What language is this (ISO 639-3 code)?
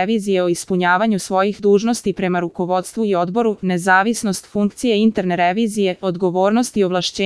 srp